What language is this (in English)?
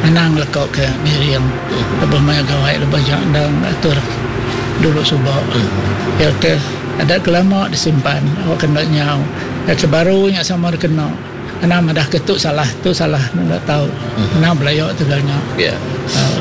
Iban